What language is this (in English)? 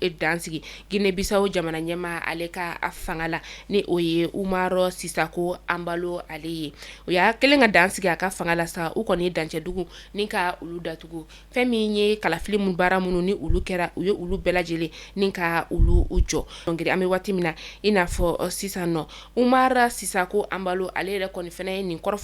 Bambara